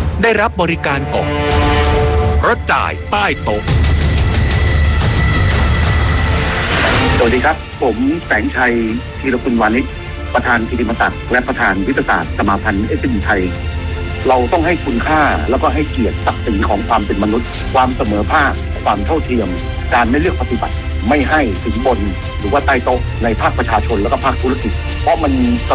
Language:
Thai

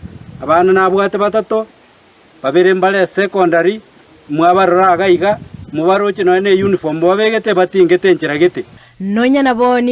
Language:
Gusii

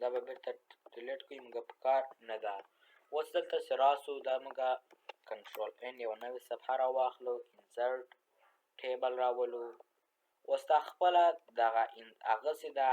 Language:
Pashto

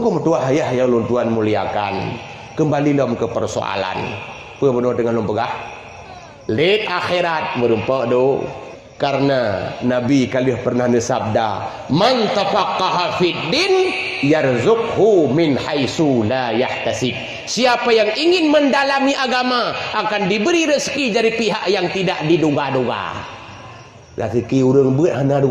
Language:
Achinese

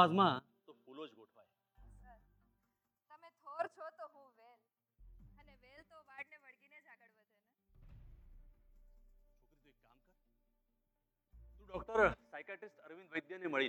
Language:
Gujarati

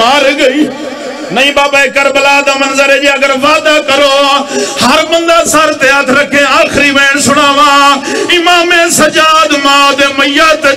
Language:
Saraiki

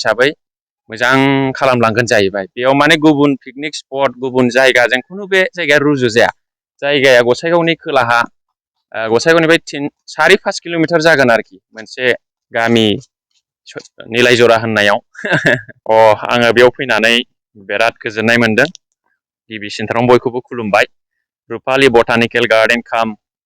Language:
Bodo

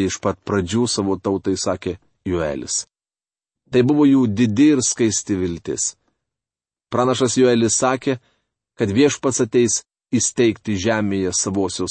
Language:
Lithuanian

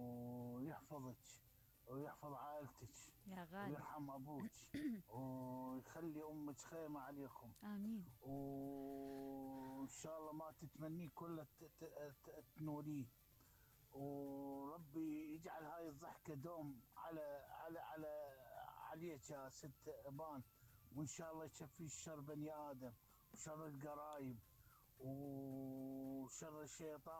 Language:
Mesopotamian Arabic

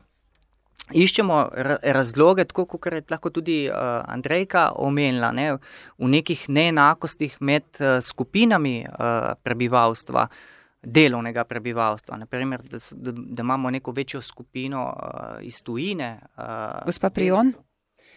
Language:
Slovenian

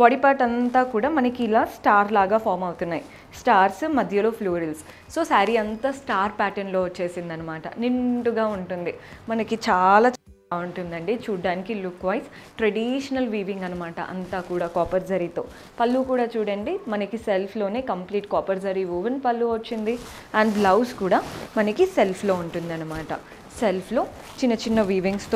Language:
Telugu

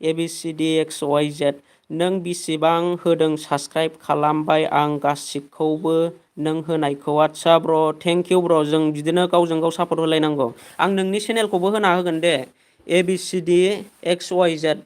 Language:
Bodo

